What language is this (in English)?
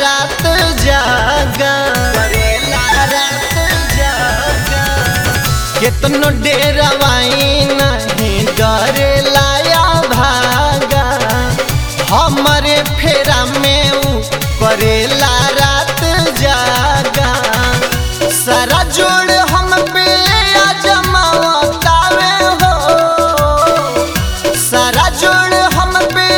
Bhojpuri